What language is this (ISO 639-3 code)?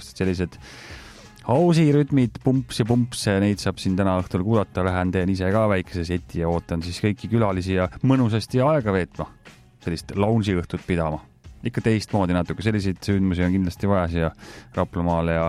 est